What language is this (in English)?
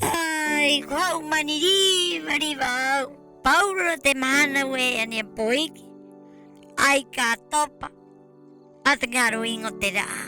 Rapanui